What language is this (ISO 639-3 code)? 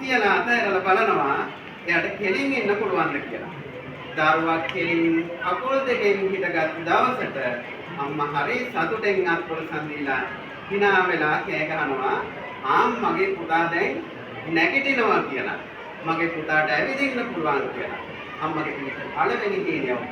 sin